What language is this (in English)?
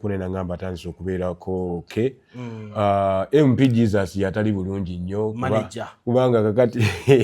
Ganda